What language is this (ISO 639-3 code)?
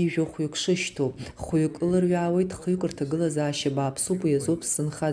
abk